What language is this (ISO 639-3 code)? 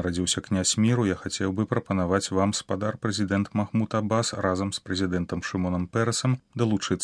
bel